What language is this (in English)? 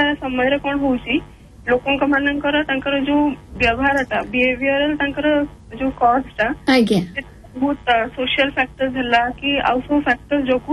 Odia